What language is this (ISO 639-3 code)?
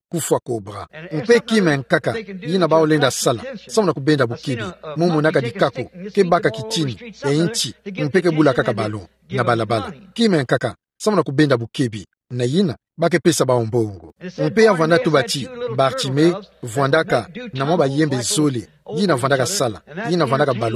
ktu